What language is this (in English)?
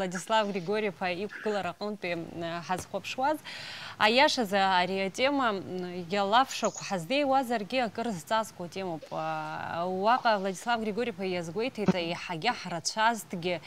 Abkhazian